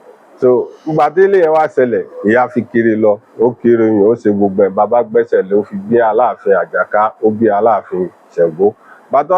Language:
Yoruba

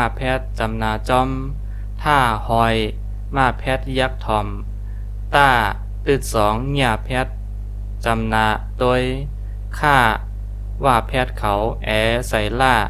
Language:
Shan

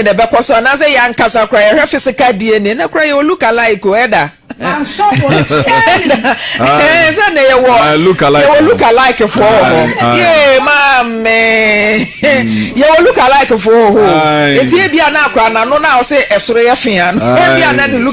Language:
Akan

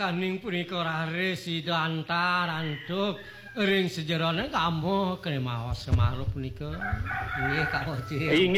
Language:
Balinese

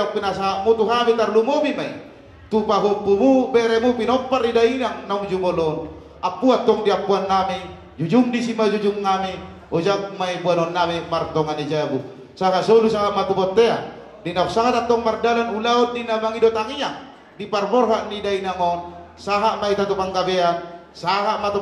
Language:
Batak Toba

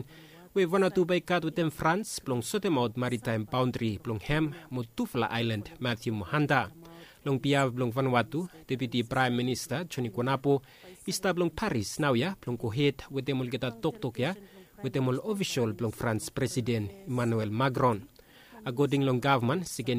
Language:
Bislama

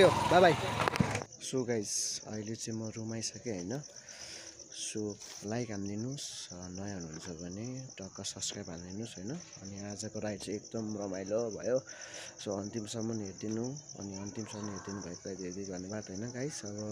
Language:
Nepali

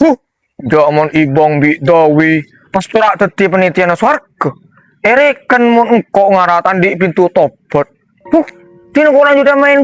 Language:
Madurese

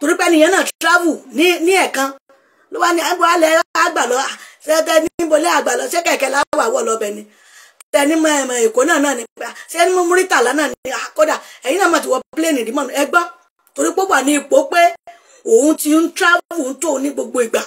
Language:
Yoruba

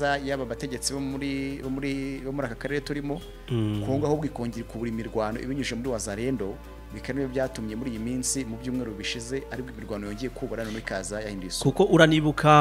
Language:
Kinyarwanda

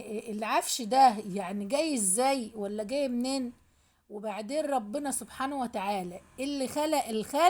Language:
Egyptian Arabic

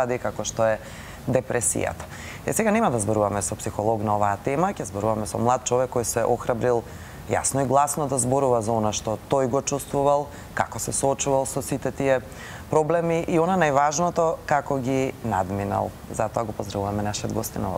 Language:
Macedonian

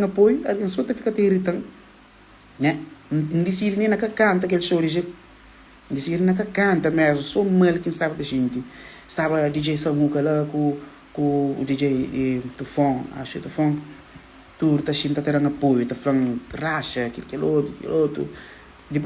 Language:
Kabuverdianu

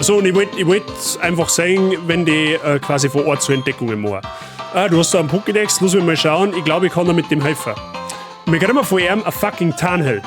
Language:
Bavarian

